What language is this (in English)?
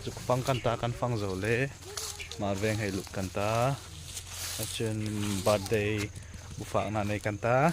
Hmar